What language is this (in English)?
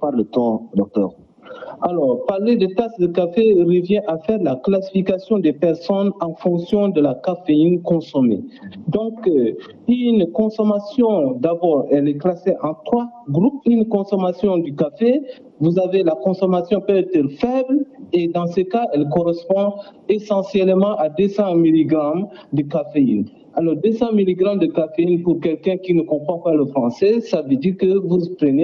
French